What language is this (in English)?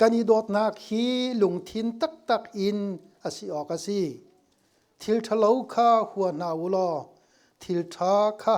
Hakha Chin